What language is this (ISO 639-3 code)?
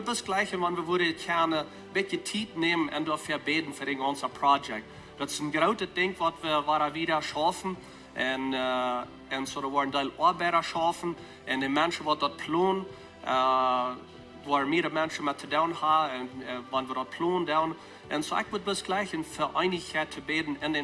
pdt